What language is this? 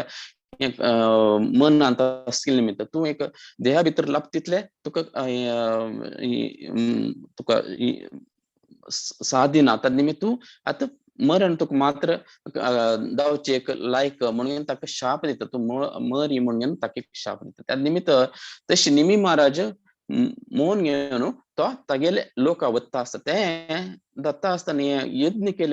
Konkani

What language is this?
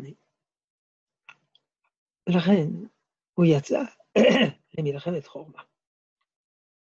Hebrew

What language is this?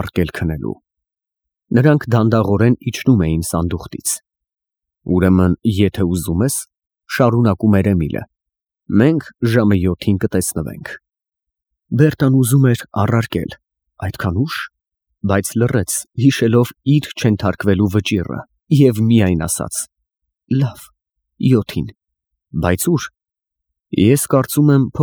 Armenian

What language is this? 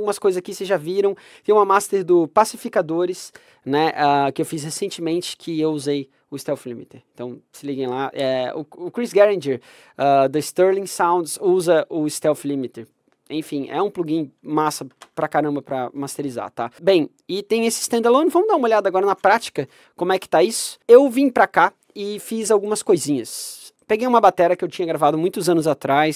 Portuguese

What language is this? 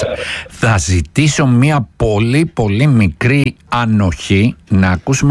Greek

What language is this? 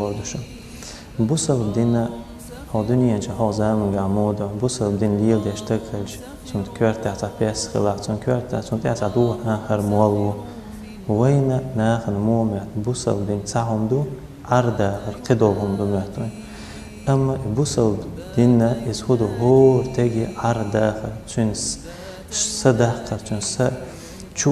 Chechen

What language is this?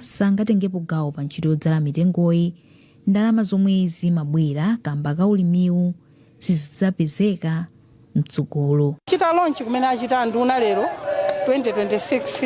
Nyanja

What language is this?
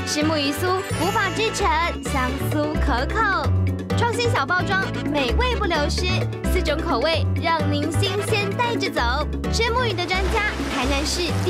Chinese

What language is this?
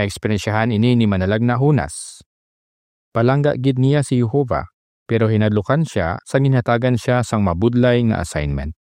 Hiligaynon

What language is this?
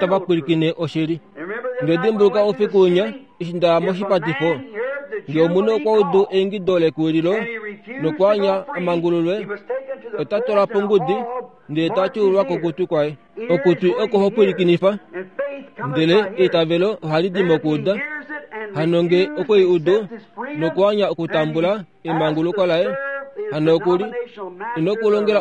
Kuanyama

